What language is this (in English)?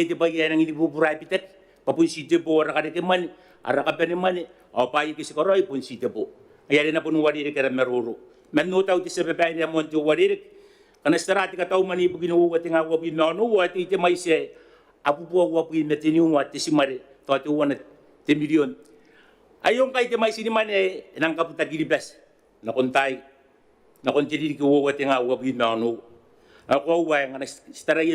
Gilbertese